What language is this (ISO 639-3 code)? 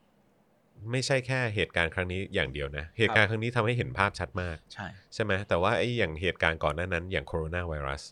tha